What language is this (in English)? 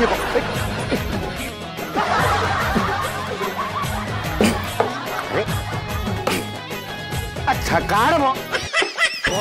Odia